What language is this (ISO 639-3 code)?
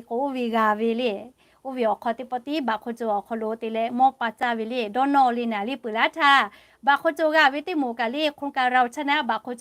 lhu